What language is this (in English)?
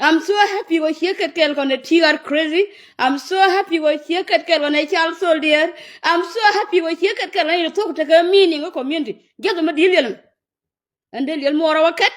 Nuer